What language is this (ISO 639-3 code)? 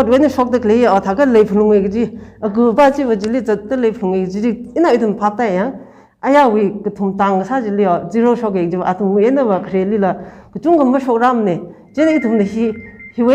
nmf